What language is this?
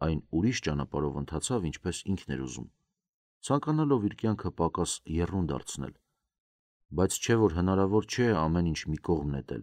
Armenian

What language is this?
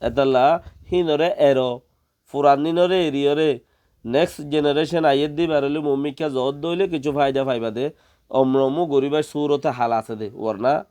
Rohingya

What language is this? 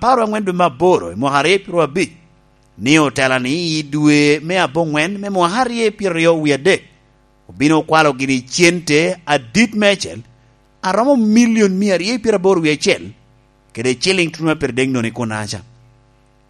Lango (Uganda)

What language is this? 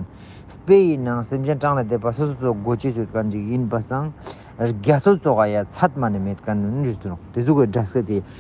Ladakhi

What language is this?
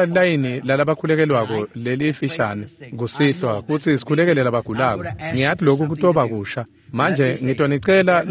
Swati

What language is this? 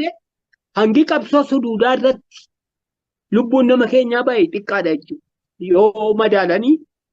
Oromo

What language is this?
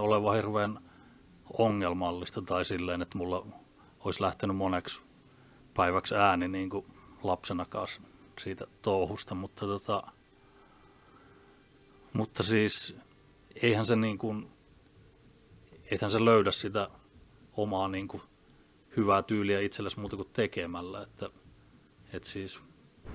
Finnish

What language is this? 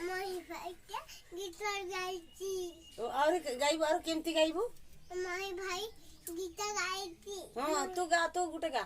Santali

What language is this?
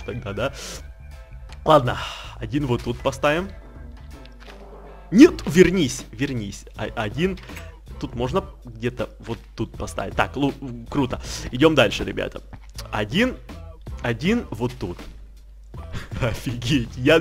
Russian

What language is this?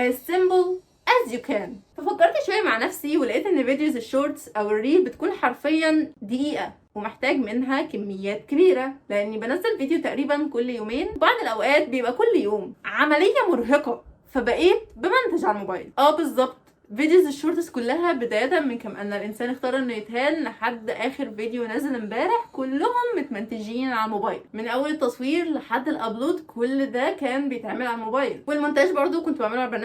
Egyptian Arabic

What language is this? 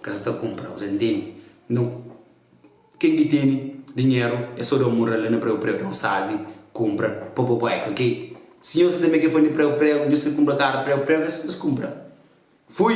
Kabuverdianu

